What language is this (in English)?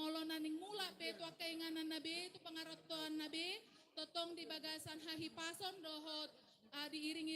Batak Toba